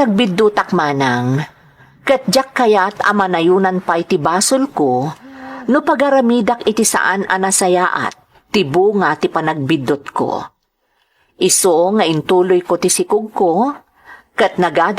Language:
Iloko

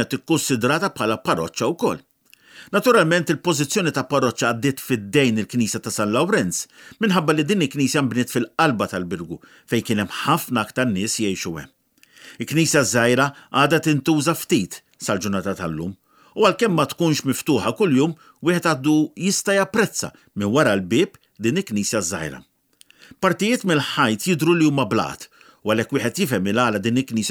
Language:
Maltese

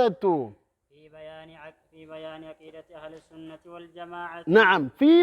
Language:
Oromo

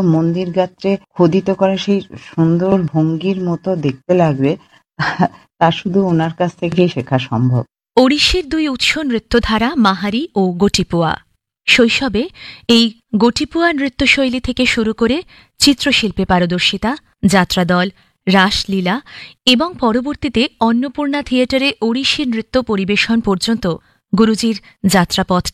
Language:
Bangla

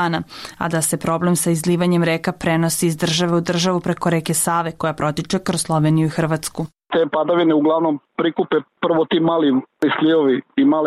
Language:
Serbian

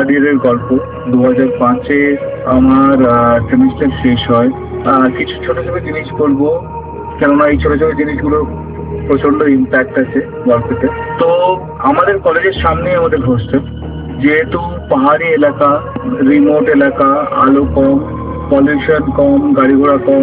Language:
Bangla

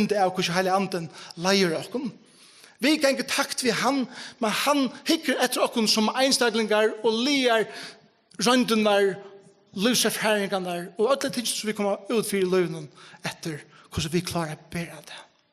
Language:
Faroese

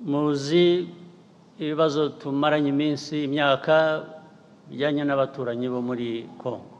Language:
Kinyarwanda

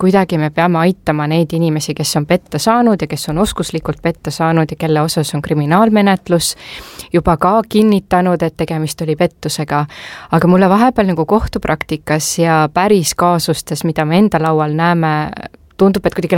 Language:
Estonian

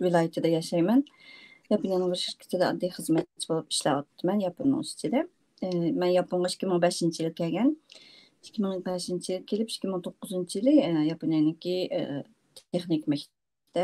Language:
Uyghur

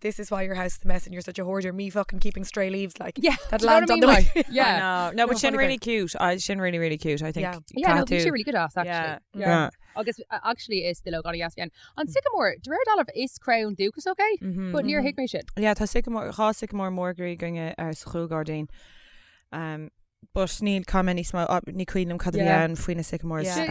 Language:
Irish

